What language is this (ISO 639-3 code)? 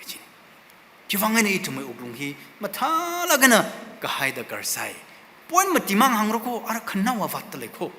nmf